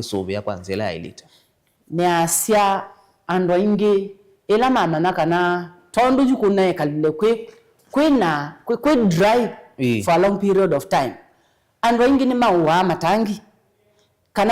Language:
Kamba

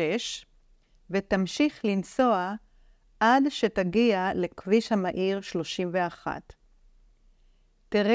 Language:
Hebrew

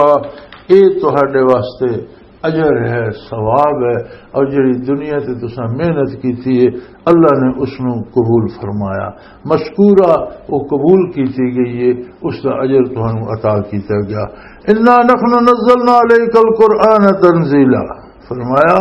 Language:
Western Panjabi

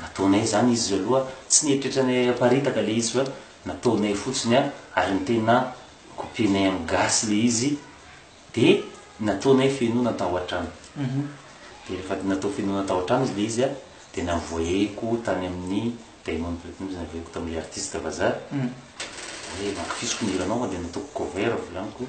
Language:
Malagasy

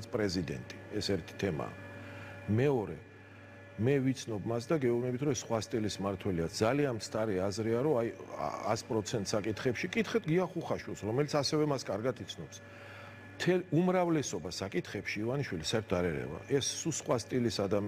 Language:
Georgian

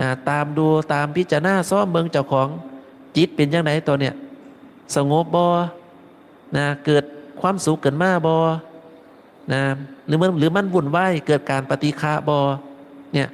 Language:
Northeastern Thai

